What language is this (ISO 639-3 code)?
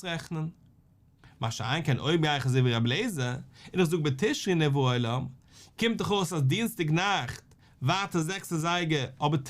yid